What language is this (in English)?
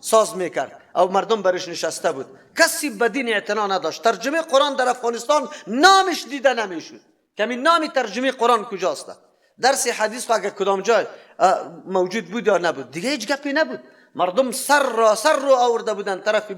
Persian